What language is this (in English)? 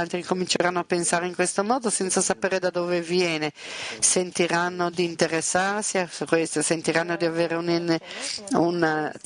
Italian